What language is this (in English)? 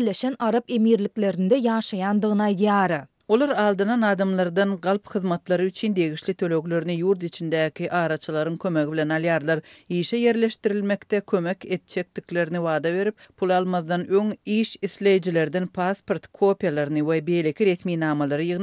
Turkmen